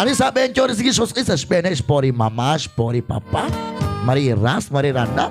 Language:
Kekchí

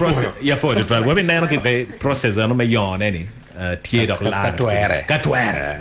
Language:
Acoli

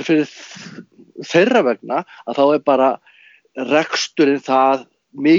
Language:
Icelandic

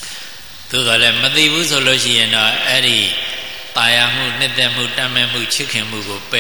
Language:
Burmese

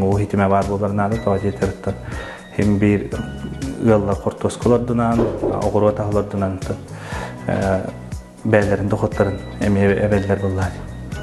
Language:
Yakut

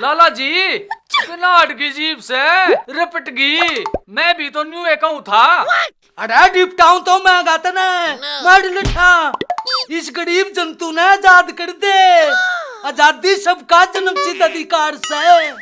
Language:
Haryanvi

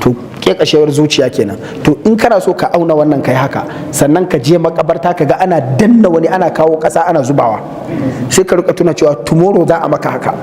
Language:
Hausa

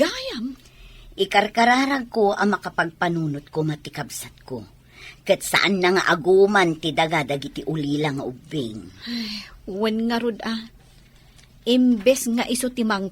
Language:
Iloko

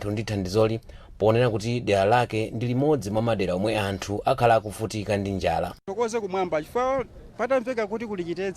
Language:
Nyanja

